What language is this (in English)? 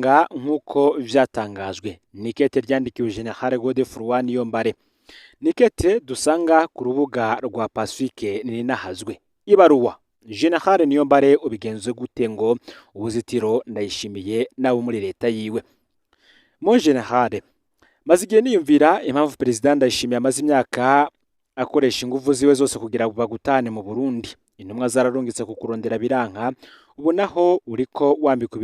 Rundi